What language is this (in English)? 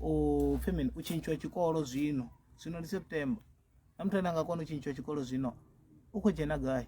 Venda